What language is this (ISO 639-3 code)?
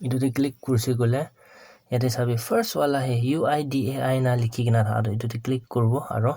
nag